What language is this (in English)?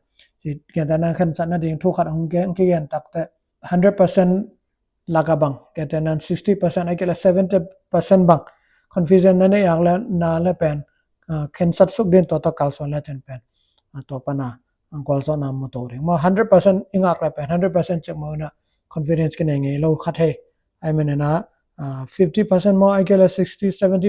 Tedim Chin